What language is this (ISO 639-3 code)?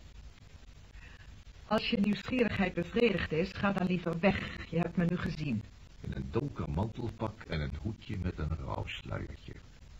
nld